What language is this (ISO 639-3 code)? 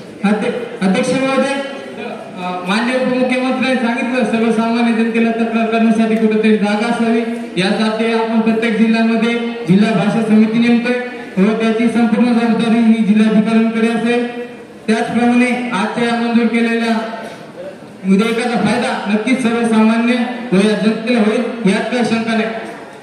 mar